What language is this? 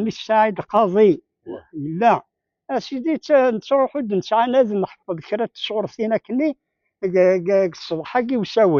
Kabyle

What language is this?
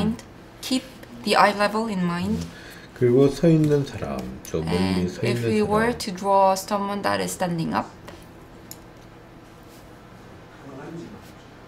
Korean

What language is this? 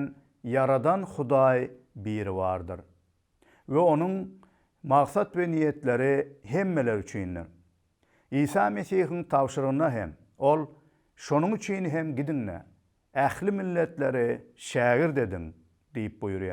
Turkmen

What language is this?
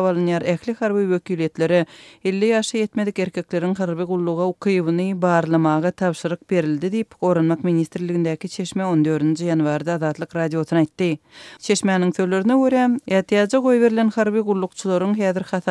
Turkmen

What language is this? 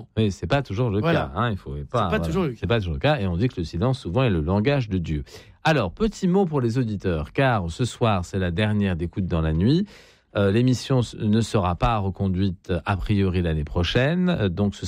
French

